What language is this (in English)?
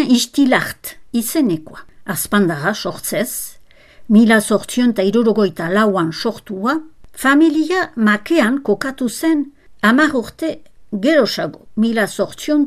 Basque